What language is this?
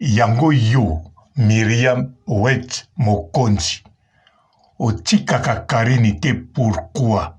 Lingala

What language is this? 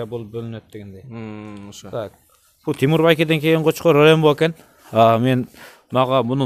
Kyrgyz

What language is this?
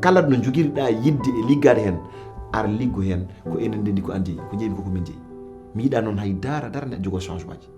Fula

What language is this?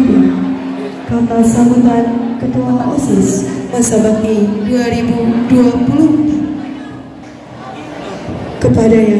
Indonesian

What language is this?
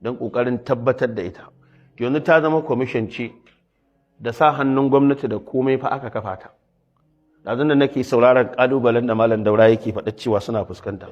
Hausa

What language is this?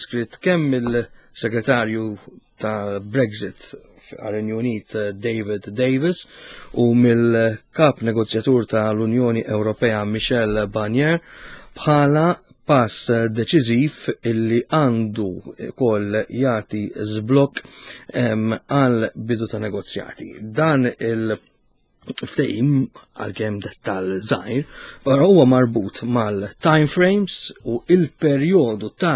Maltese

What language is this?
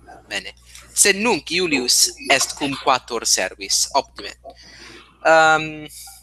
Latin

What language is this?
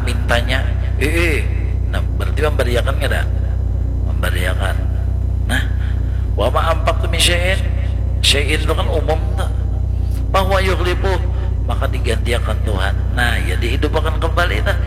Banjar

